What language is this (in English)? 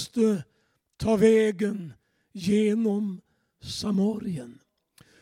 Swedish